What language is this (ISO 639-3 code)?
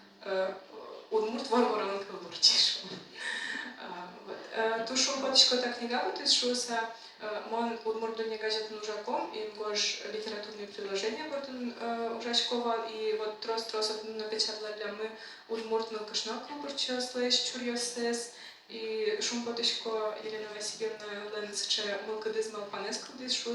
udm